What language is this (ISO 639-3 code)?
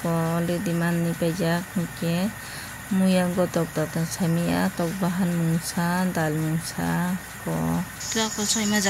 trp